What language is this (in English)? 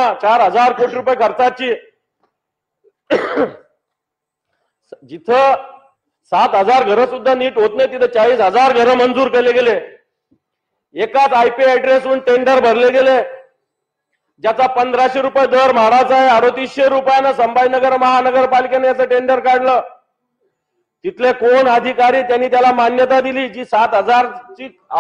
Marathi